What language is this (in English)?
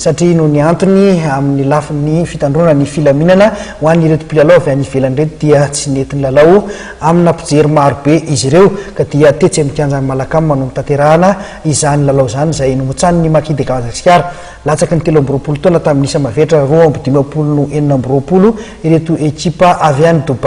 Malagasy